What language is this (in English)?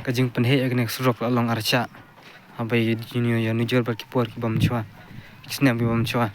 Khasi